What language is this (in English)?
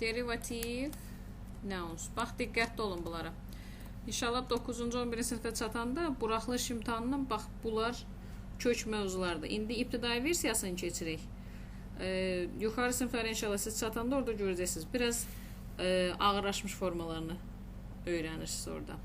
Azerbaijani